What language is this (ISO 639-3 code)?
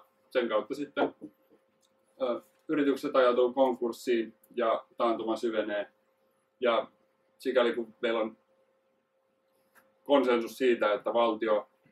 fin